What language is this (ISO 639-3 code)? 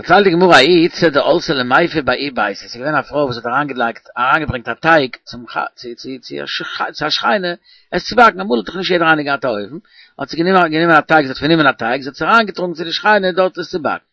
yid